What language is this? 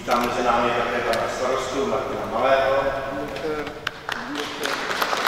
Czech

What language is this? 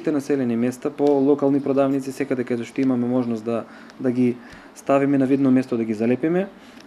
Macedonian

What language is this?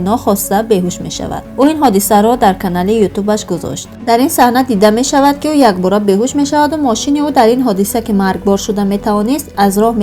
Tajik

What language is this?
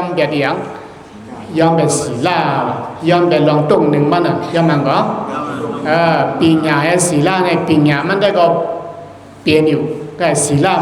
Shan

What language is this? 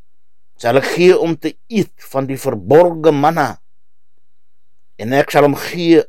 Afrikaans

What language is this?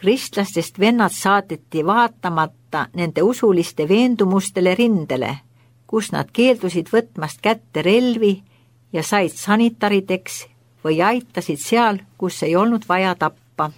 Estonian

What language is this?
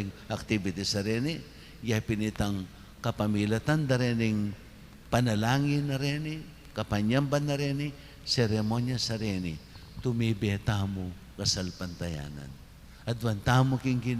Pampanga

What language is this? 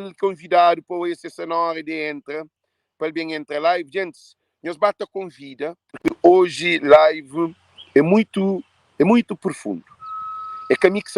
Kabuverdianu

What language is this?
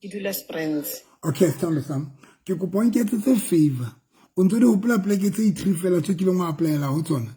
Southern Sotho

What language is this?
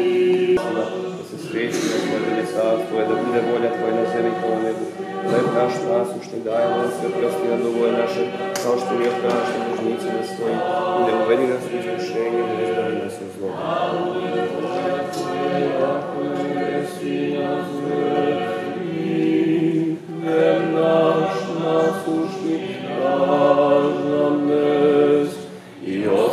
Serbian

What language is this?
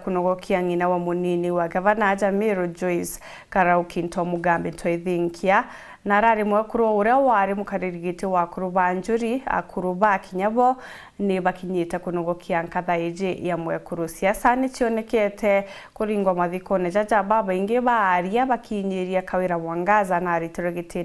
Meru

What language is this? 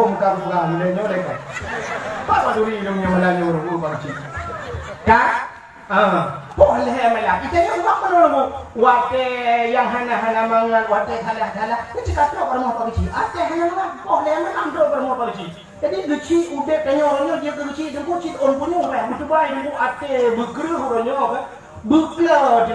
Achinese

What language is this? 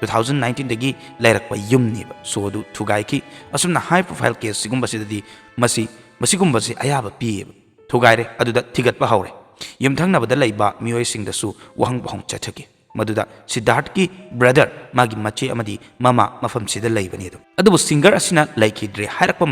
Manipuri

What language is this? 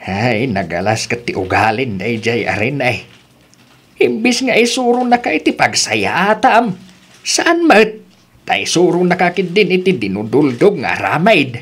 Iloko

